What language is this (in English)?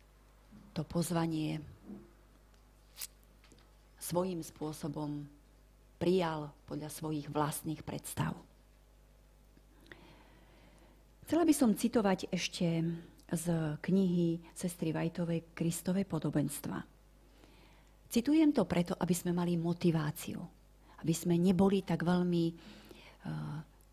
Slovak